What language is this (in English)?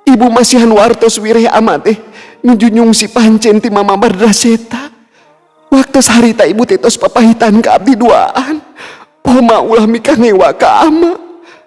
Sundanese